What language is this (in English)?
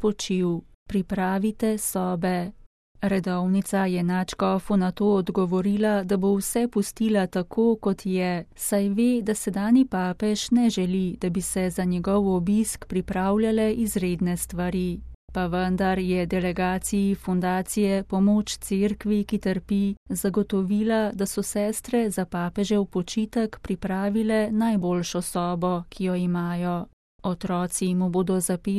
Slovenian